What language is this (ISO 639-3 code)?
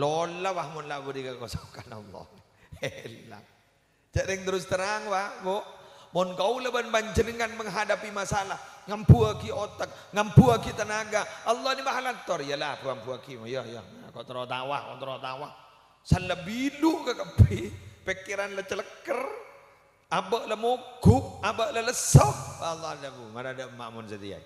mad